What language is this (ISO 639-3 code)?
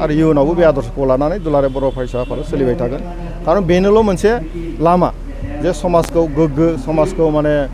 brx